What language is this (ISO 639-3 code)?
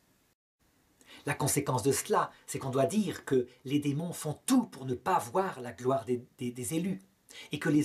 fra